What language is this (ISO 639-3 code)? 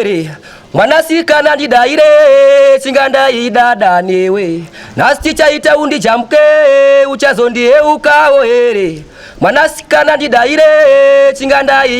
sna